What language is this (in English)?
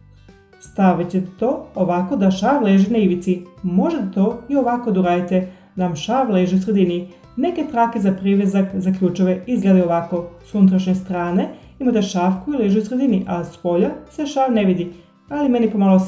Serbian